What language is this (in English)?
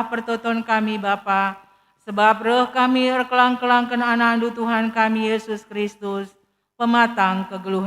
Batak Karo